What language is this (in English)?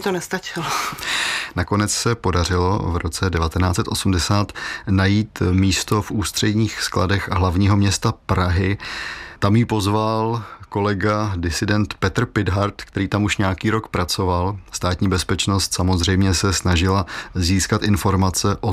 Czech